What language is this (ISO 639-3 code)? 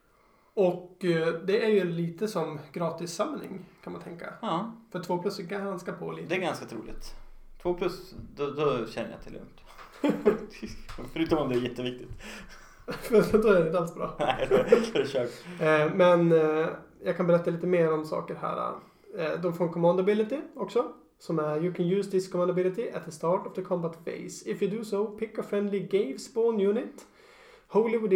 swe